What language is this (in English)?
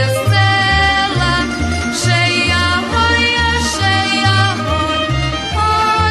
Rusyn